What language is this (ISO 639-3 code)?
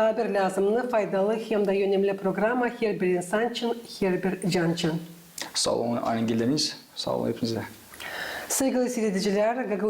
gag